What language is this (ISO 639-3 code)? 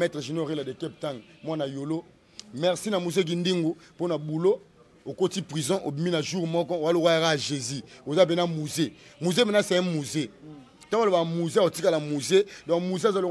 lin